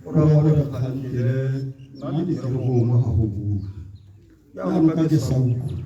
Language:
Tswana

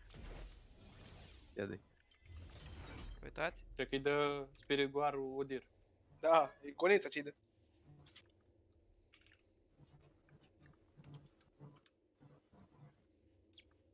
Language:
Romanian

